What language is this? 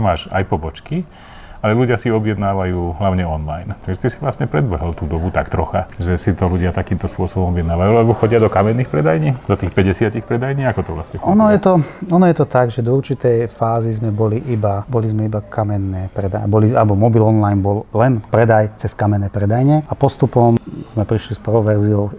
Slovak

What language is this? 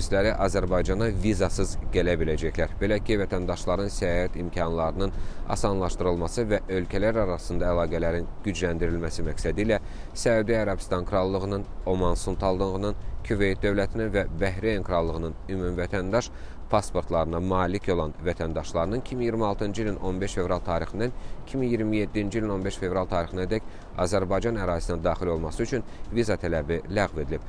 Azerbaijani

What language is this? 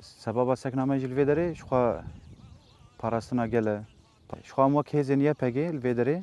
Kurdish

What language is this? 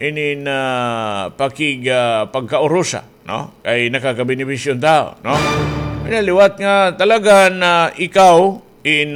Waray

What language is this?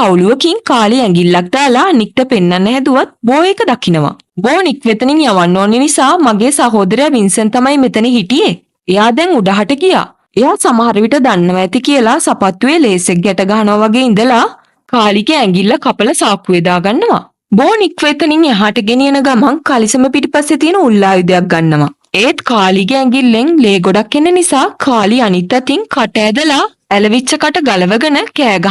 Sinhala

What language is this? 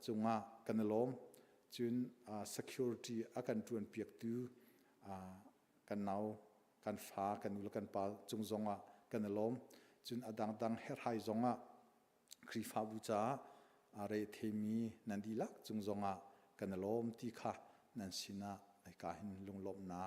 Hakha Chin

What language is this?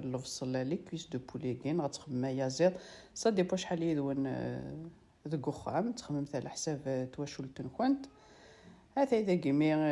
Kabyle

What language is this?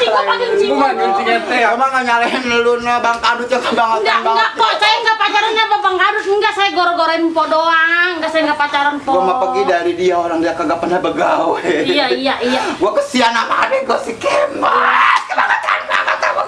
Betawi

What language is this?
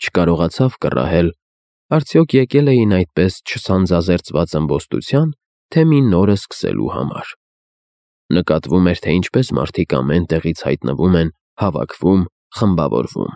Armenian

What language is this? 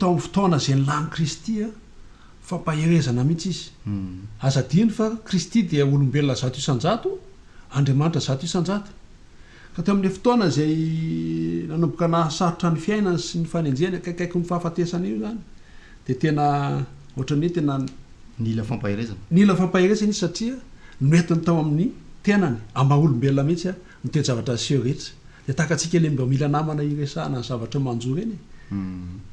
Malagasy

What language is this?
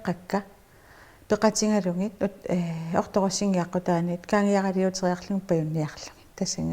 Kalaallisut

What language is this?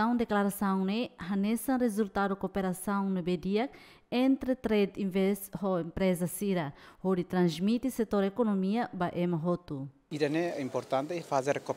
Tetum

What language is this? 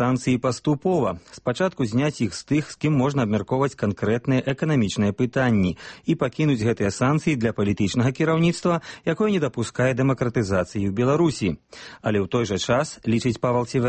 Belarusian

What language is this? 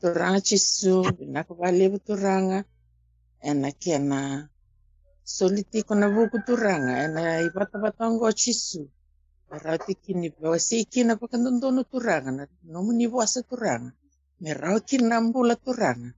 Fijian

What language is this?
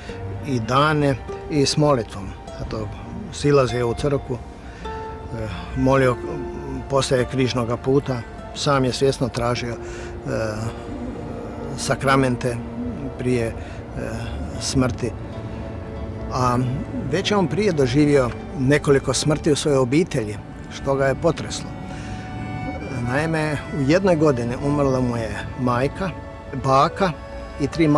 Croatian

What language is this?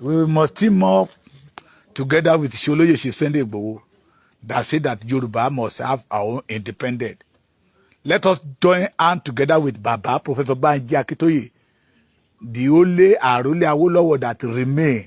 Yoruba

